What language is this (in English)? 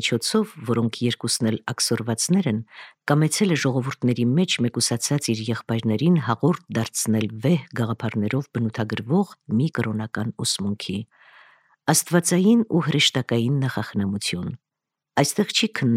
Armenian